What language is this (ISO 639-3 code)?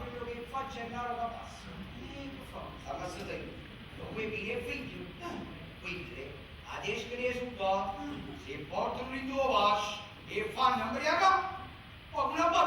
nap